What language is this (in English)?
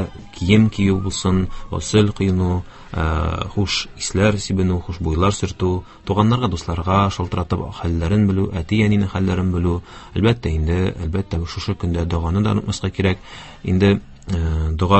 Tatar